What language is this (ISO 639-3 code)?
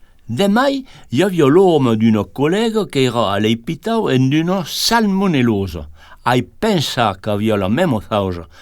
oci